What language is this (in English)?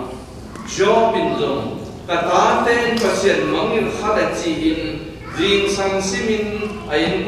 Tedim Chin